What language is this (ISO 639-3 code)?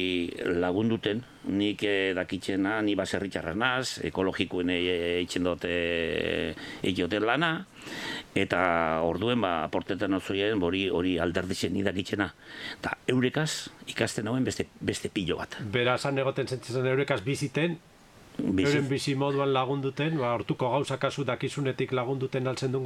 eus